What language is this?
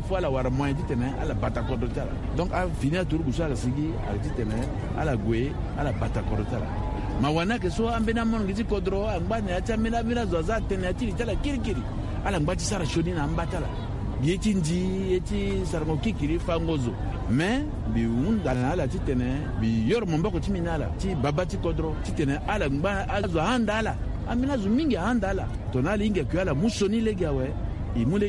Sango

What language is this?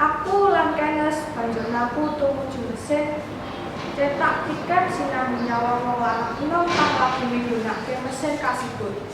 Javanese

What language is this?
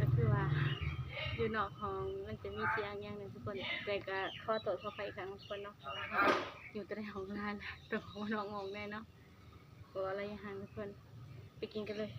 Northeastern Thai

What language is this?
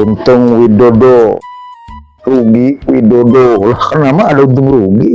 Betawi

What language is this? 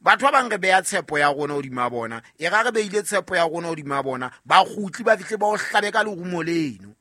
Southern Sotho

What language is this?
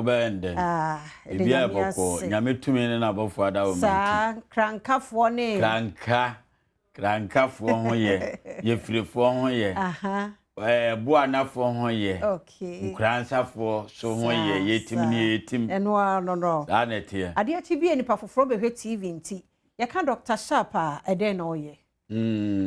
Akan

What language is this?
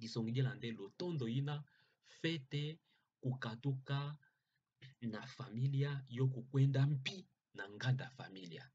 Kituba (Democratic Republic of Congo)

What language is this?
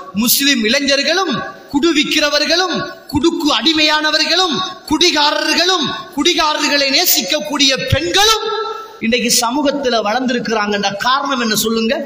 Tamil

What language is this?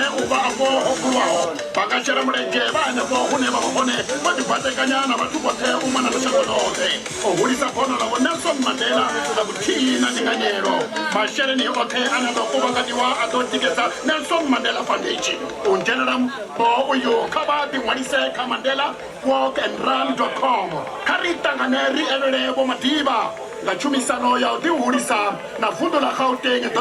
Venda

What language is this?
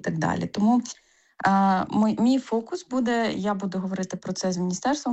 Ukrainian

